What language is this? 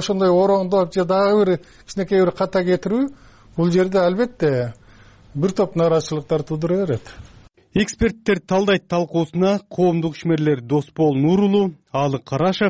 Kyrgyz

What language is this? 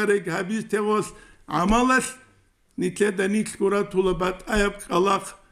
Avaric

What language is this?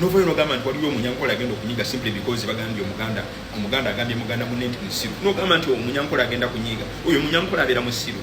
Ganda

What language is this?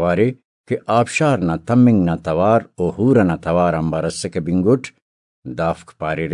Brahui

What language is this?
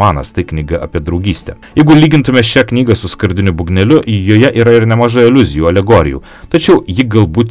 Lithuanian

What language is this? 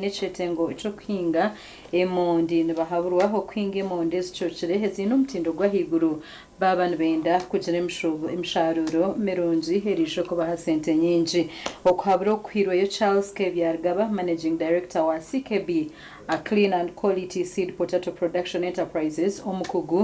Nyankole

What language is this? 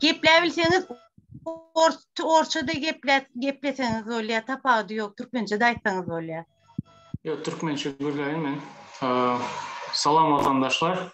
Turkmen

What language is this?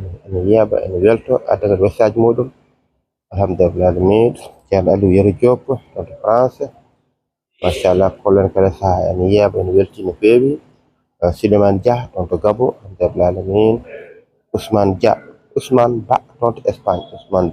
Fula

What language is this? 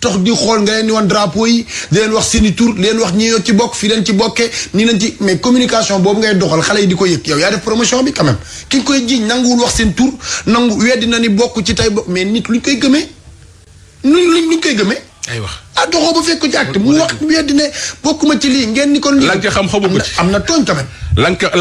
Wolof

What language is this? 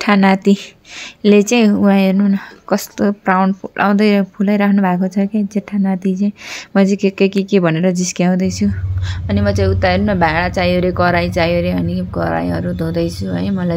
Nepali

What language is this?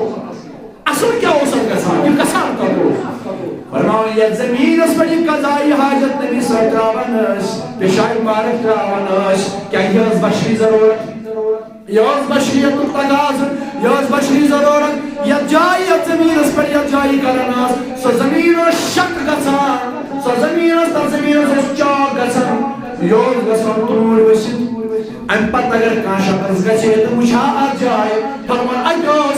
Kashmiri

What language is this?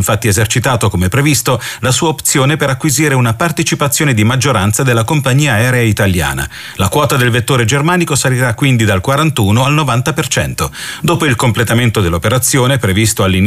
Italian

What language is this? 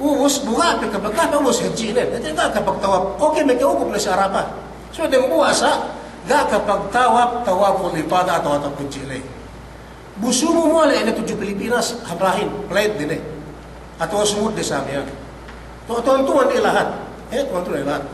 Yakan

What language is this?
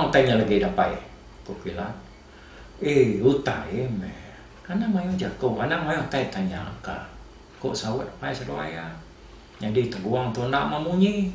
Iban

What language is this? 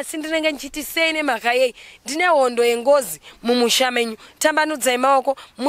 Shona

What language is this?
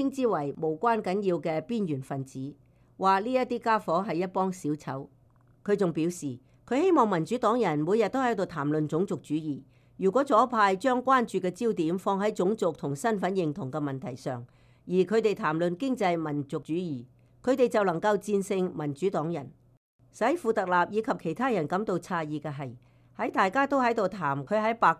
Cantonese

